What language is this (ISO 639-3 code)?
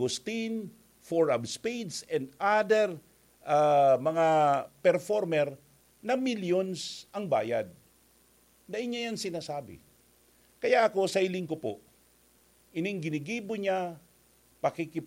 bik